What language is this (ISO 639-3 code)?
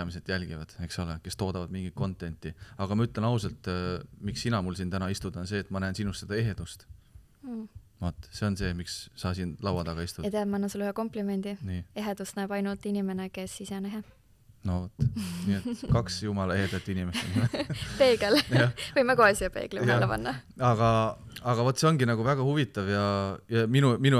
est